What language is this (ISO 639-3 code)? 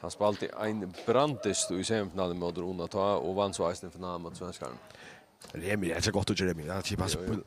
fao